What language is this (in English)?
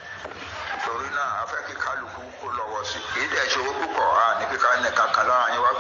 Yoruba